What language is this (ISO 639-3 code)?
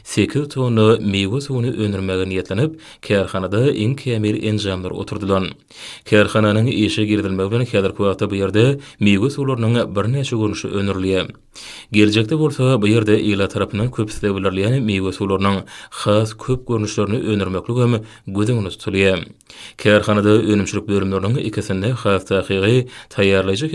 tuk